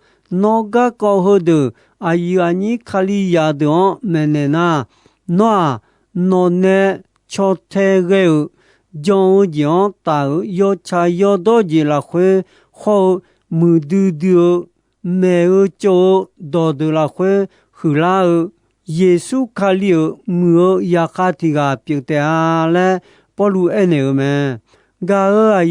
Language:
Akha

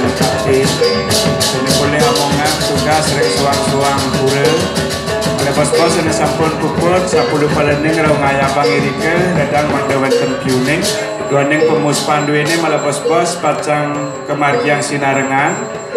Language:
Balinese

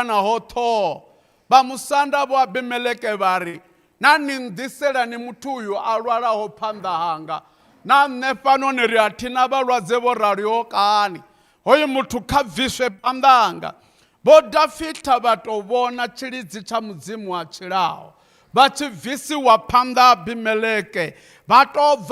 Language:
Venda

